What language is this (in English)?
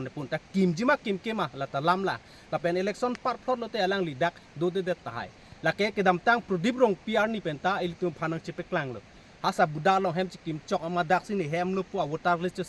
Karbi